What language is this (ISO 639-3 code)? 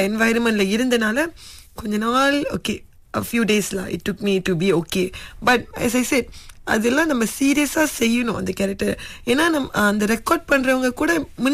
tam